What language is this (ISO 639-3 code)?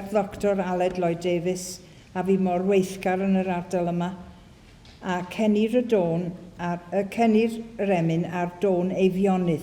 cym